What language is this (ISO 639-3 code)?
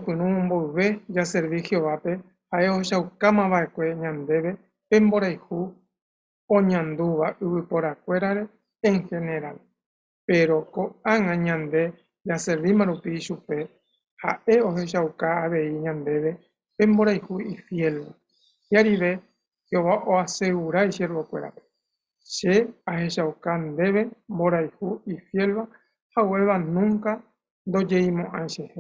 grn